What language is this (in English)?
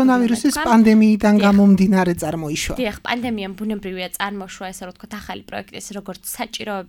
Georgian